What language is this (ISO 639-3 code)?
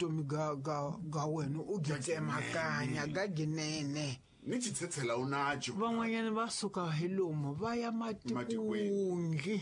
tso